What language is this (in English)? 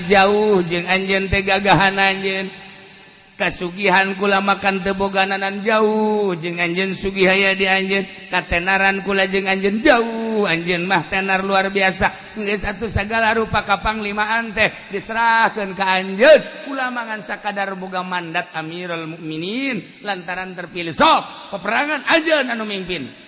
Sundanese